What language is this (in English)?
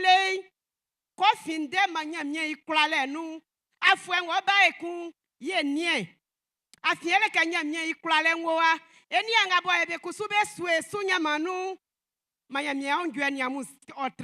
Baoulé